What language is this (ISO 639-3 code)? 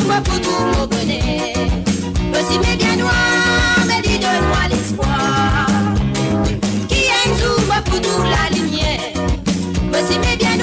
mfe